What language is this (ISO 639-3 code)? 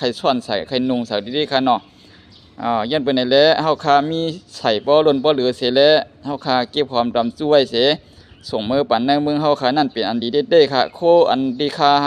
shn